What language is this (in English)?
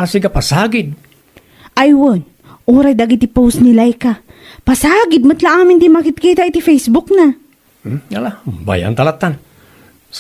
Iloko